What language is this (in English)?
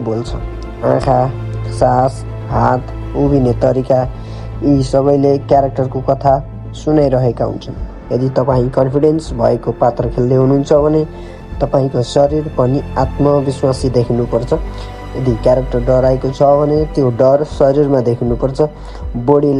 Nepali